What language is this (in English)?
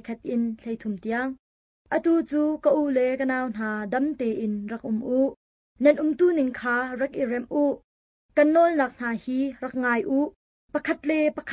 Hakha Chin